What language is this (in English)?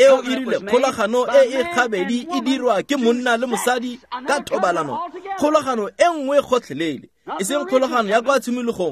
Tswana